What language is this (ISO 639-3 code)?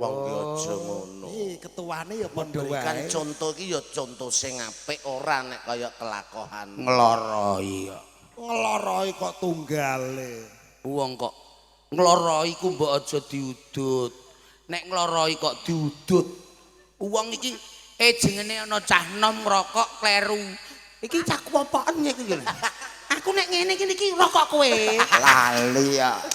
jav